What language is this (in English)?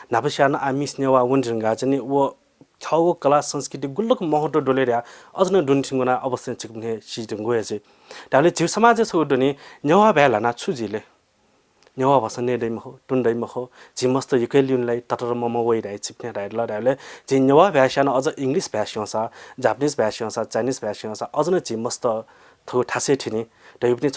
Newari